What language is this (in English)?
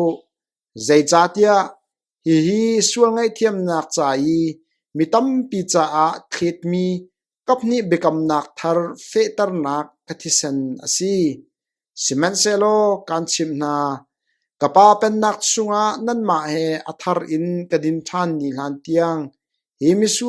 Hakha Chin